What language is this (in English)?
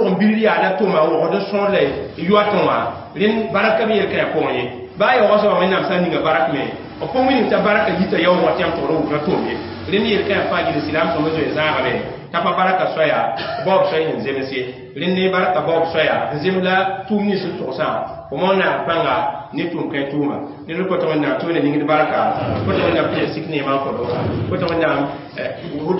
Mossi